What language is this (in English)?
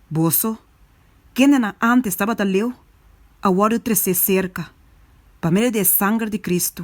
Papiamento